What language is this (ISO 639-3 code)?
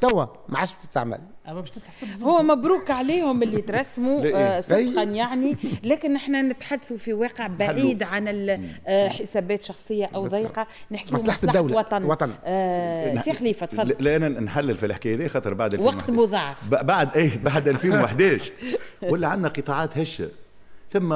aeb